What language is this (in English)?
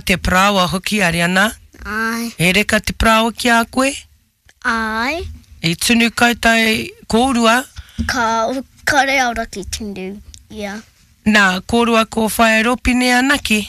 Māori